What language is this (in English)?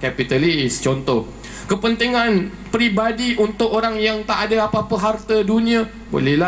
Malay